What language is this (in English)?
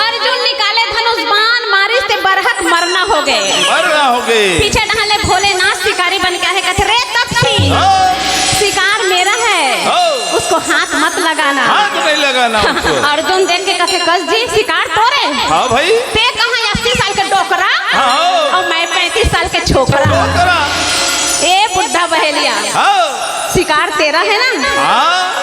Chhattisgarhi